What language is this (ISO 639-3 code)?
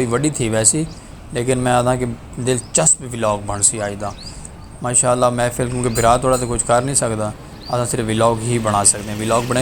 skr